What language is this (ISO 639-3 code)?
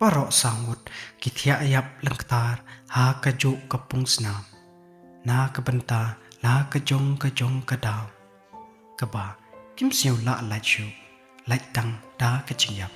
kha